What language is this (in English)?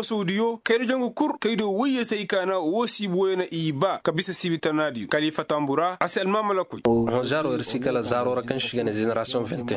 Koyraboro Senni